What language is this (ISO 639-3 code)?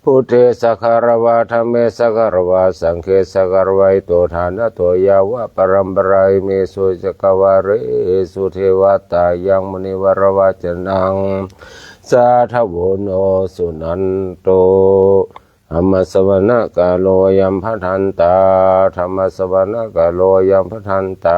pli